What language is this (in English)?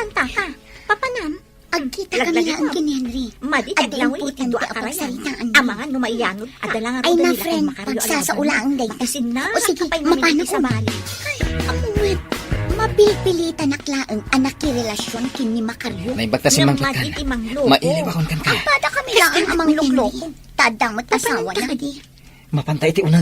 Iloko